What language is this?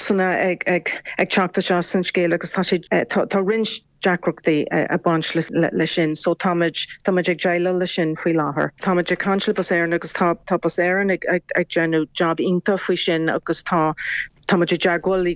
Irish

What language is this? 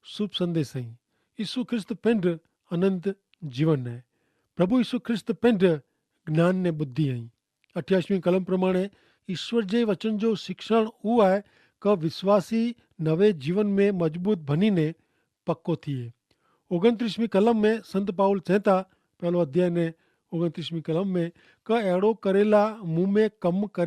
Kachhi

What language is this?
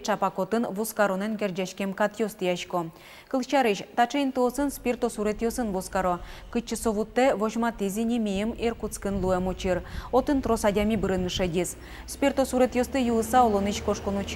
Udmurt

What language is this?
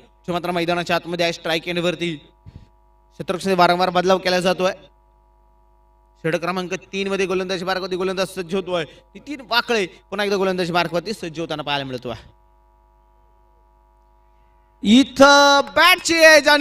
Marathi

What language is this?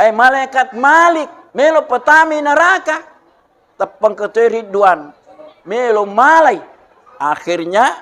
Buginese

